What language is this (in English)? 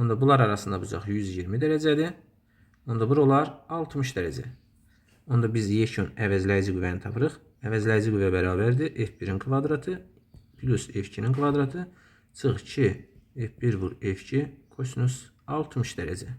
Azerbaijani